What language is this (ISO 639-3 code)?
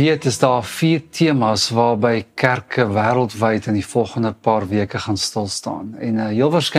afr